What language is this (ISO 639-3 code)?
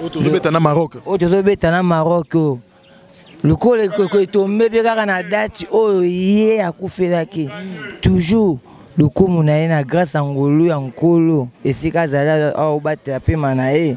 lin